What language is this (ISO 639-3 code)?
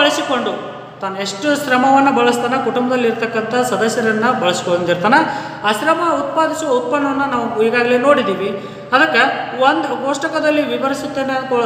kan